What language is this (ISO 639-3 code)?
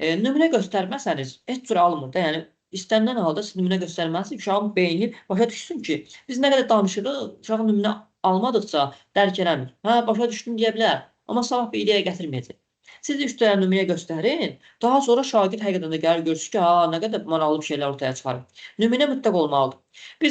aze